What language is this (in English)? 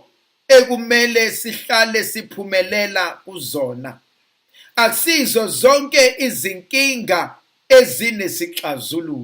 Zulu